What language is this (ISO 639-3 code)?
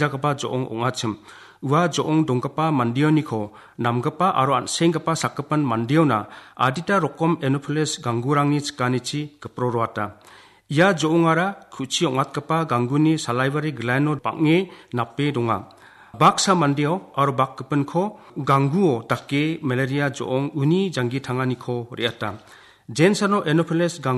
grt